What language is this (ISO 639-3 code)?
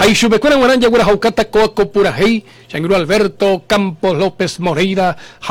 grn